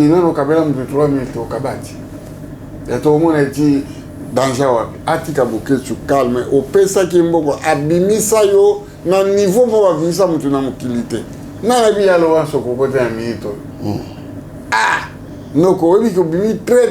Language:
Lingala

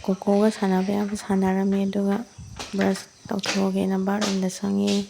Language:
Manipuri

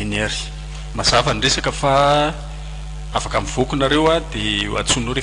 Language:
Malagasy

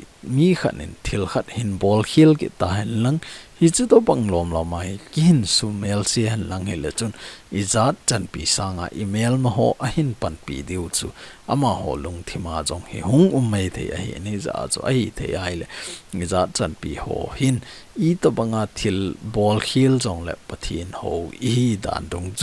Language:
Thado Chin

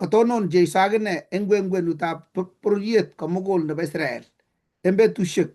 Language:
Kalenjin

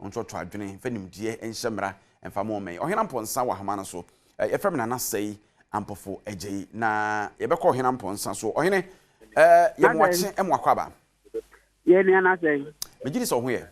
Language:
Akan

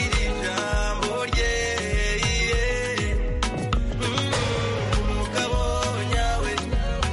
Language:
Kinyarwanda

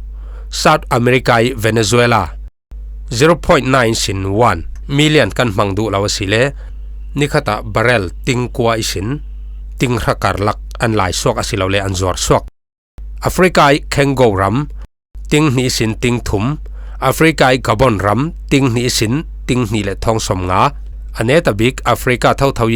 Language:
Falam Chin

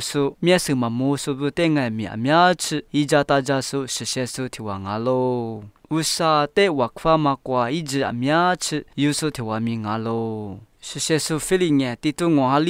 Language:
Lisu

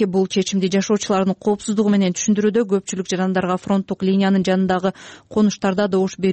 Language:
Kyrgyz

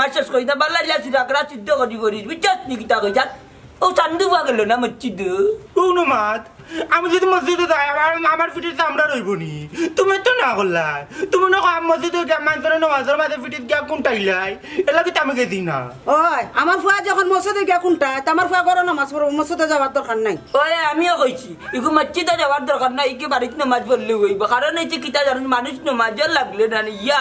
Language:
Sylheti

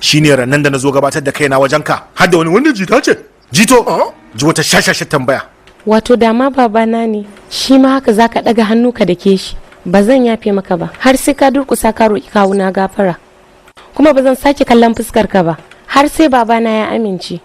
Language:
Hausa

